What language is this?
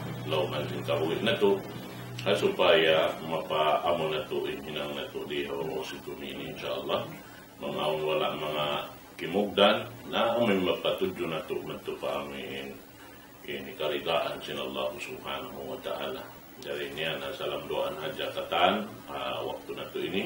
Tausug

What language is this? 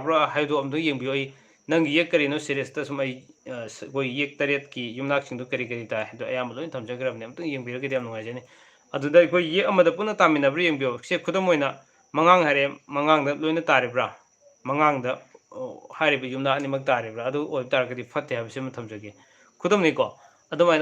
Manipuri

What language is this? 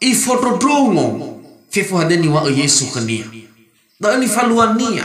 Nias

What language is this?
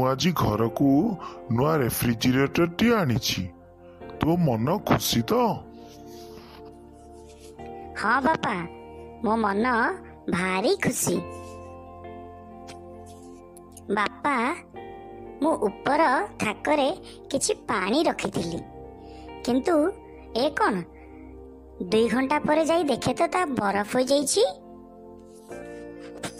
Odia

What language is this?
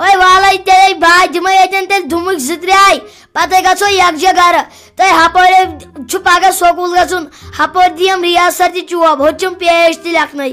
Kashmiri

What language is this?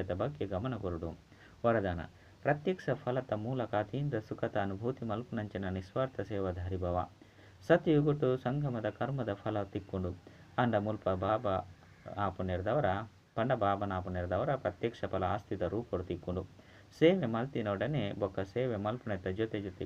Tulu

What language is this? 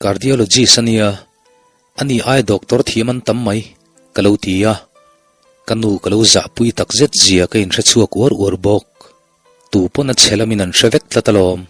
Mizo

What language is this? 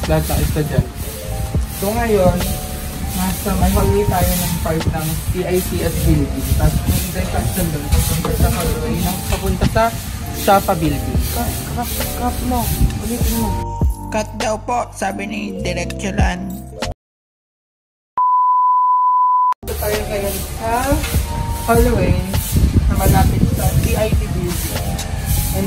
Filipino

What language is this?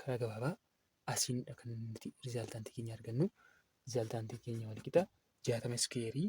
Oromo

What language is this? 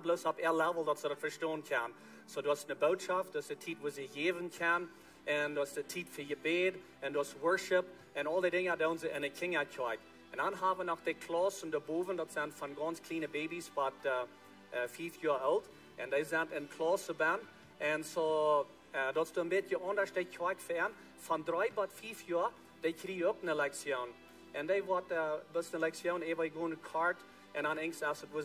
Plautdietsch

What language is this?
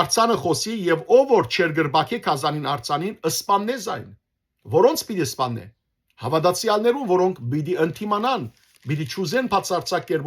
Western Armenian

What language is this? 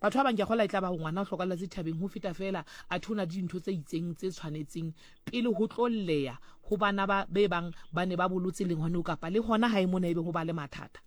Southern Sotho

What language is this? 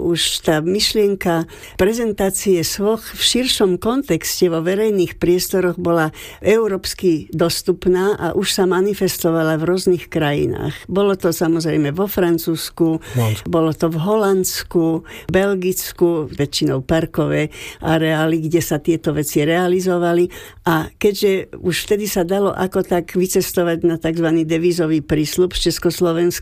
Slovak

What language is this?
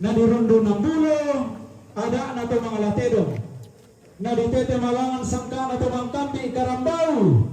Toraja-Sa'dan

